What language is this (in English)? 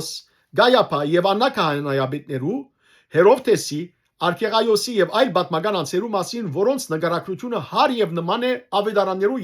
Western Armenian